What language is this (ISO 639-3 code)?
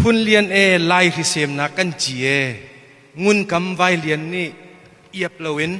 cnh